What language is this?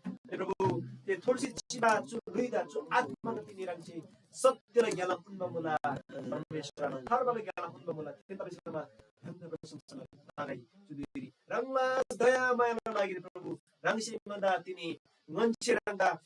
Eastern Tamang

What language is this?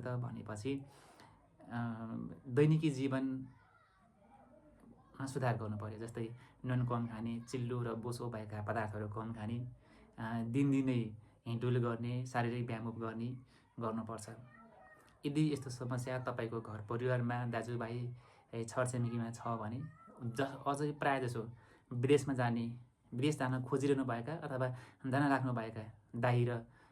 Nepali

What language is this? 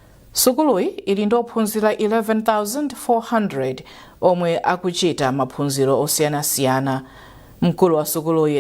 Nyanja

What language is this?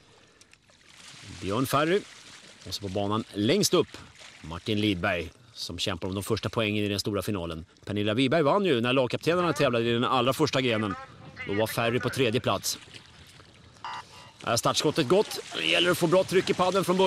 Swedish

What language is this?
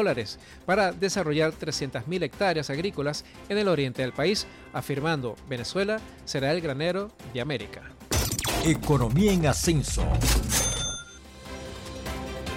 Spanish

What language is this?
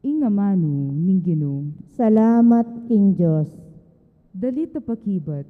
Pampanga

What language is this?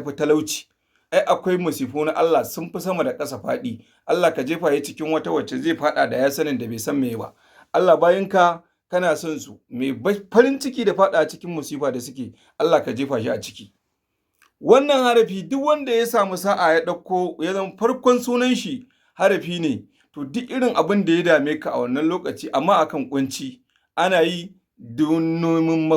Hausa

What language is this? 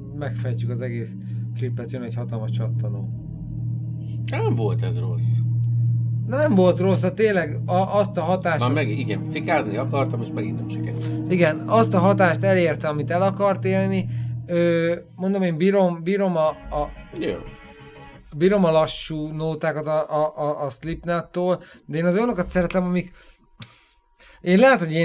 Hungarian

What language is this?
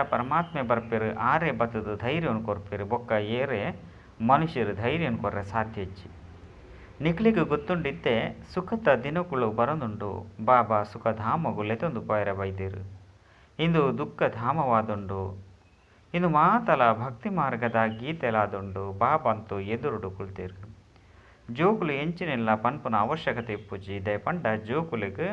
Tulu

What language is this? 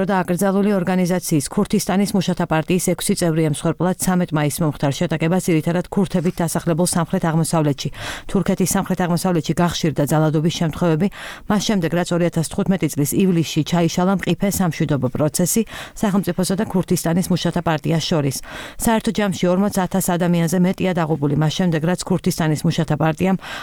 Georgian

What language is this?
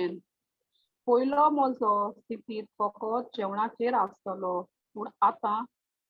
Konkani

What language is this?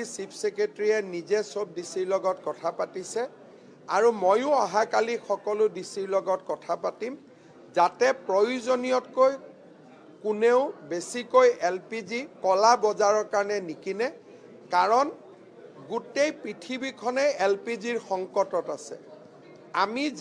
Assamese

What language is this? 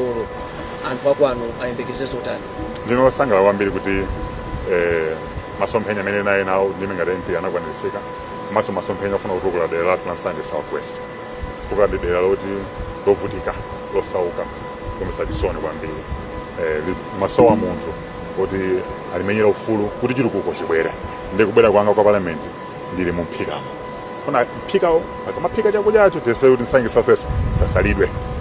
Nyanja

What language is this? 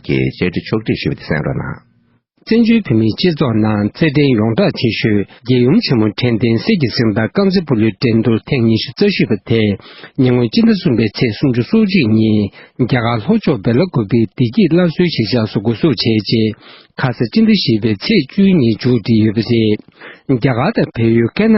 Tibetan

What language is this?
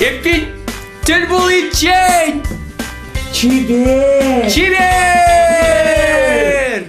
Chuvash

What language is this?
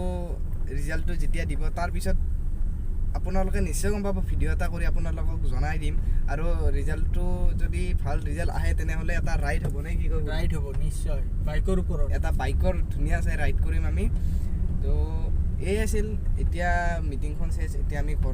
Assamese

